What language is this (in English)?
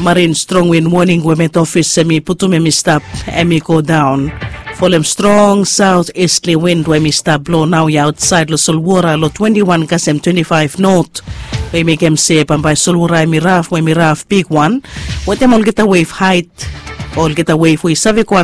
Bislama